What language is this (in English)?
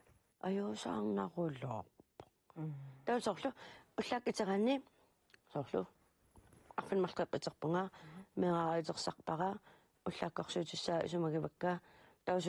Kalaallisut